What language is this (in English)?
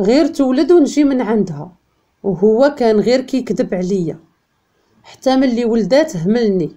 Moroccan Arabic